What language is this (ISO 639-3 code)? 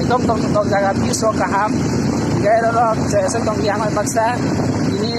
trp